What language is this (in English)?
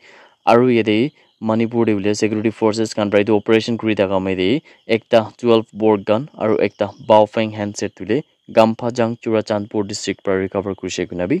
Naga Pidgin